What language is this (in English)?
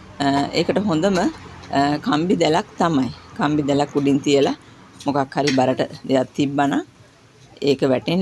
Sinhala